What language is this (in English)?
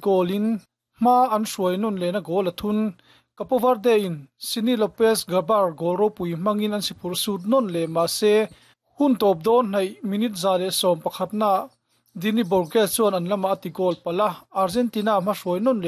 Mizo